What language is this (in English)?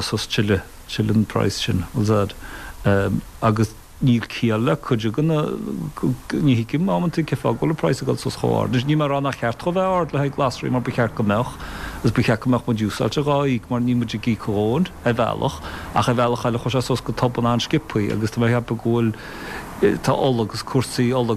Irish